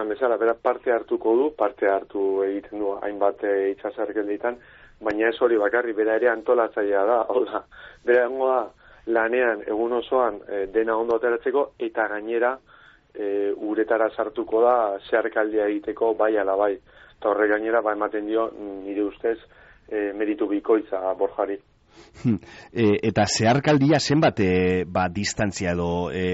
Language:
Basque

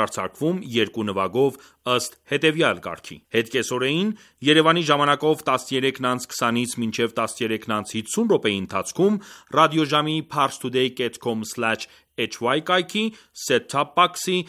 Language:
Armenian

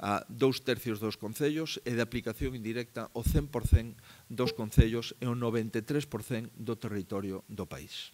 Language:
Galician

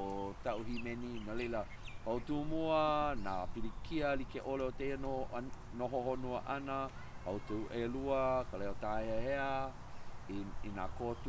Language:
Hawaiian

